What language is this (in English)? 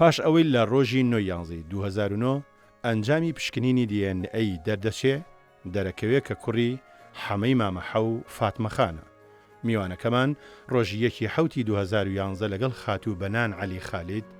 Central Kurdish